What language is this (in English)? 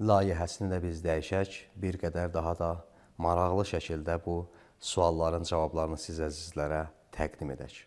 Azerbaijani